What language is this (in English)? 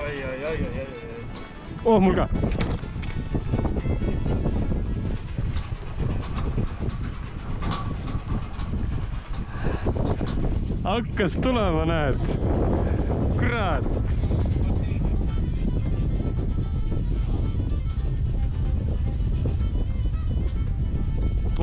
Estonian